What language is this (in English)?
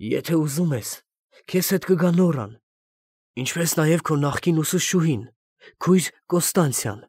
Armenian